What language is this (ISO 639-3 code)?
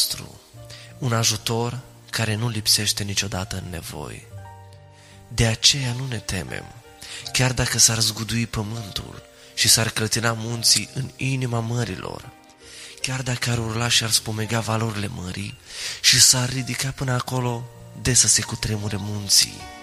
ron